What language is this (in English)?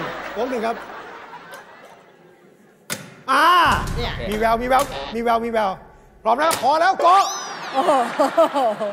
Thai